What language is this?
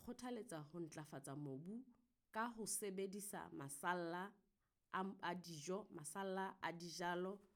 Southern Sotho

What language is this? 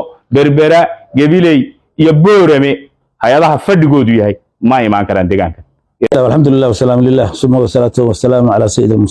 Somali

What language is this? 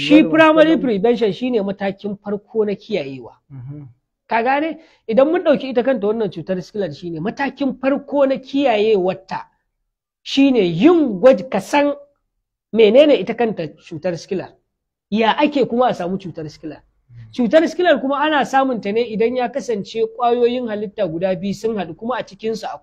Hausa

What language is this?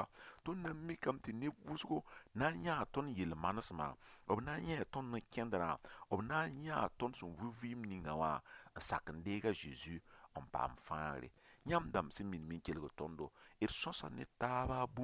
Mossi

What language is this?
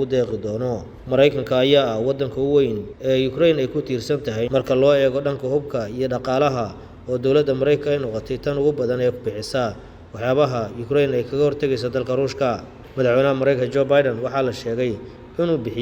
Somali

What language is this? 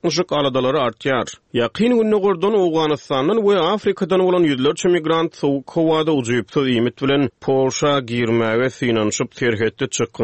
Turkmen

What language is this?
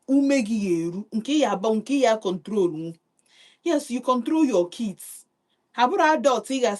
Igbo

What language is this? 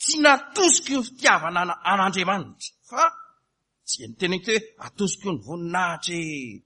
Malagasy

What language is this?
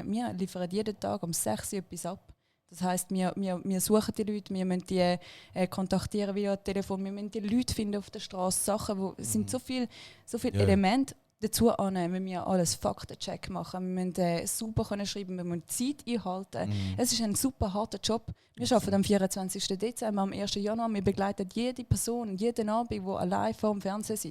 Swiss German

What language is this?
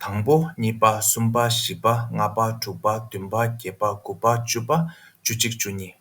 Tibetan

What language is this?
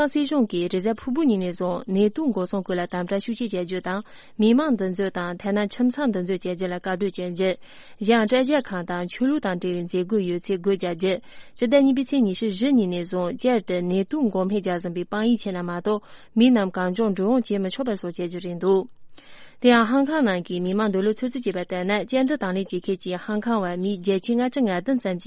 Tibetan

